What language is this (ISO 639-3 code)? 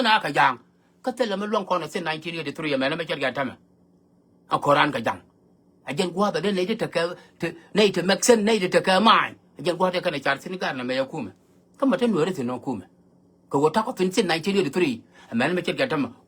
nus